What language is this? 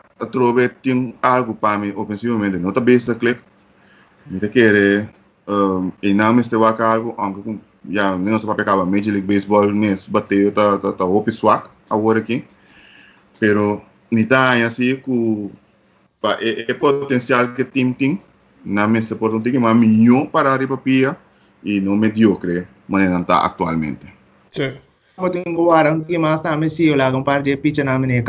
Papiamento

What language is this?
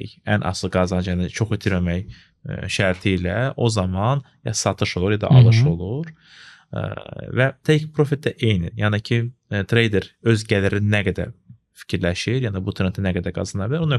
Azerbaijani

